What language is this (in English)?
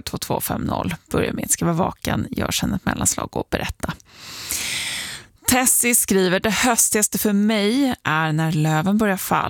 Swedish